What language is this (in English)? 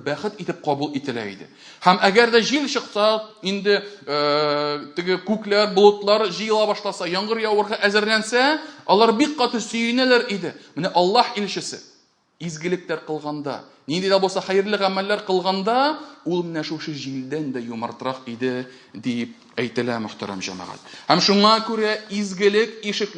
Tatar